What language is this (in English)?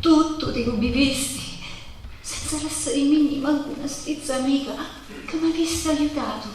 Sicilian